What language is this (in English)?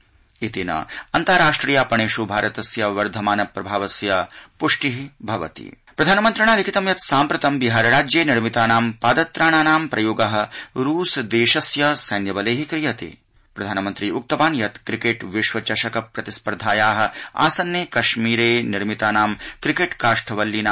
Sanskrit